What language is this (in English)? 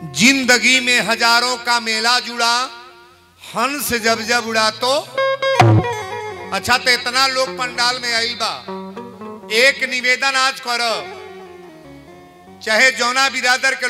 Bhojpuri